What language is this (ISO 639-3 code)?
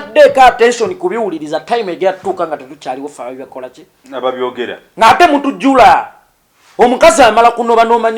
lug